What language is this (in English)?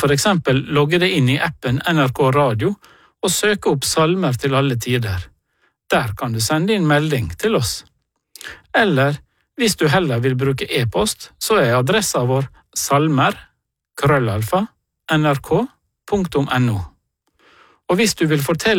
Norwegian